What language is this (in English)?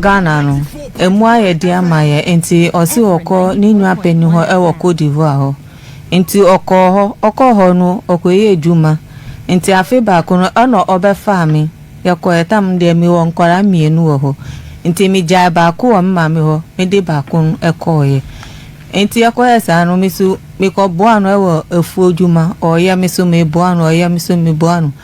Akan